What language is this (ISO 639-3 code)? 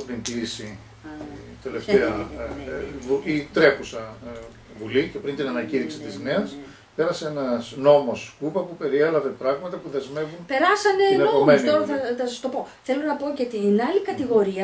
ell